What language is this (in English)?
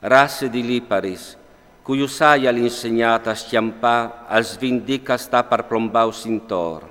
Friulian